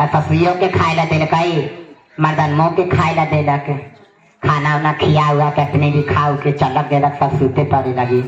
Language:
Magahi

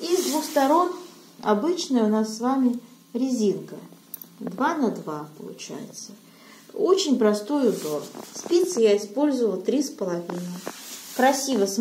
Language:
Russian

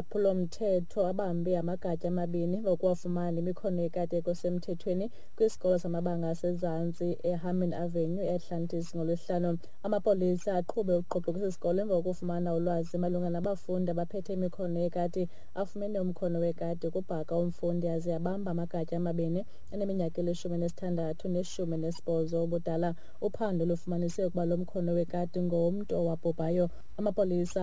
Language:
Xhosa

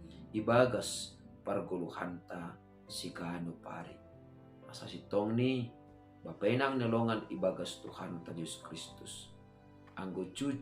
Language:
Batak Simalungun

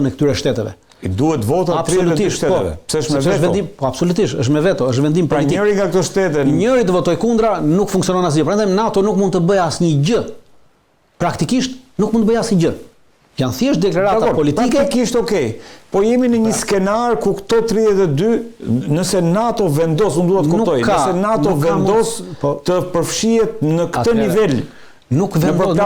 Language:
Albanian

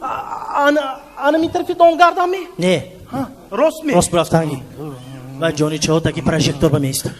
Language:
Tajik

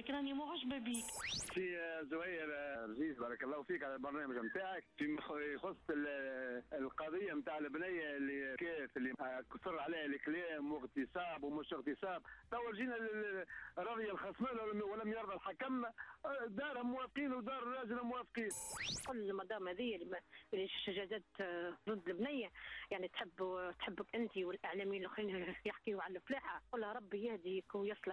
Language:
Tunisian Arabic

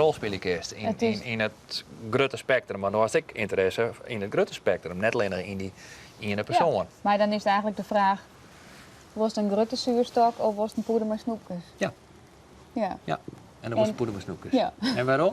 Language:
Western Frisian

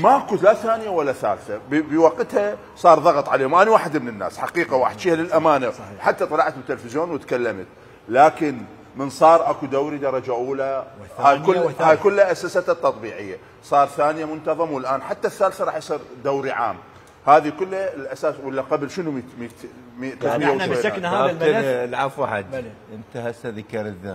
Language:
Mesopotamian Arabic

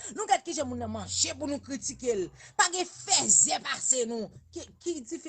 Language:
Haitian Creole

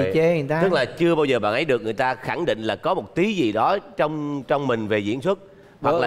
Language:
Vietnamese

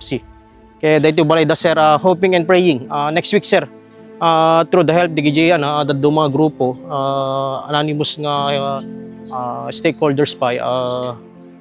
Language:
Iloko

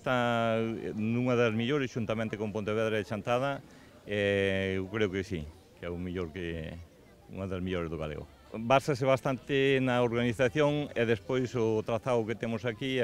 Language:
Galician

